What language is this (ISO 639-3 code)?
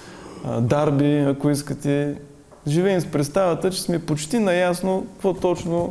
bul